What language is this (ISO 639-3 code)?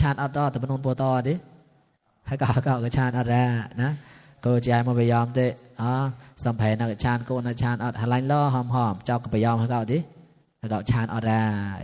mnw